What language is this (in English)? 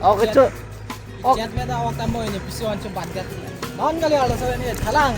Karbi